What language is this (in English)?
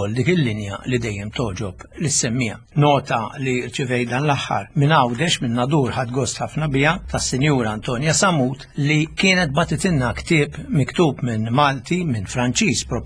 Maltese